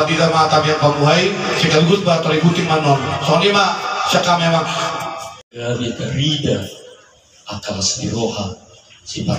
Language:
Batak Toba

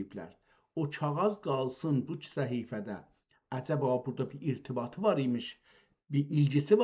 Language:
South Azerbaijani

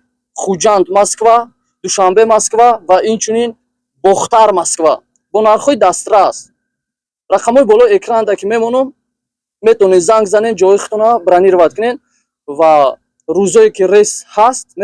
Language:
Tajik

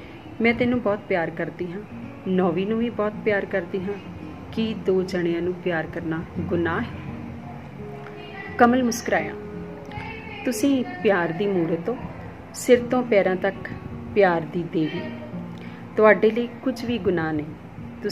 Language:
Punjabi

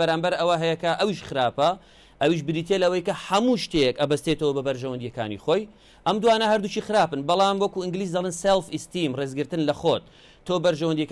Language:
Central Kurdish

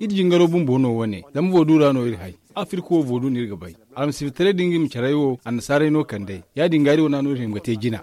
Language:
Zarma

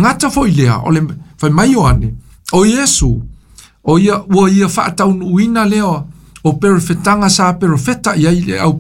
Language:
Samoan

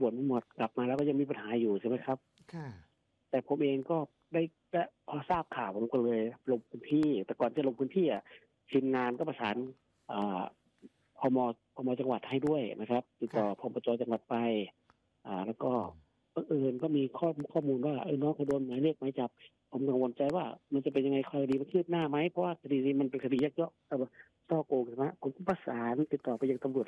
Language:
Thai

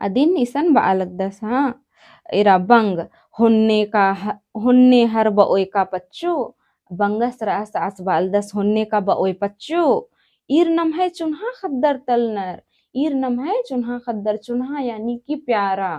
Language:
Kurukh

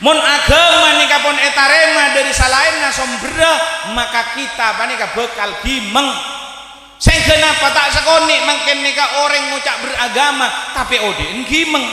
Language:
Madurese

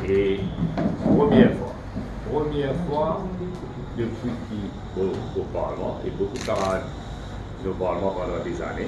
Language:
Morisyen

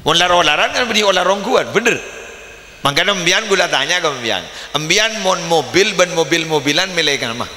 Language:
Madurese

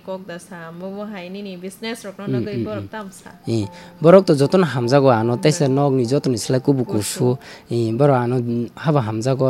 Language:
Kok Borok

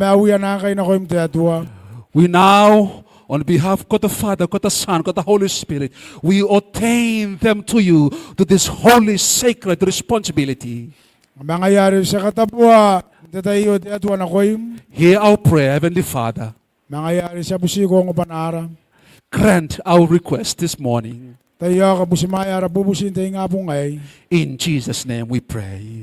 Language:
Gilbertese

